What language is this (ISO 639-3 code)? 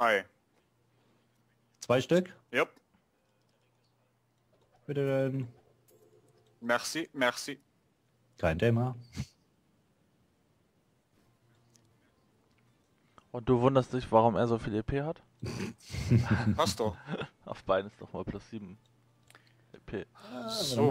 deu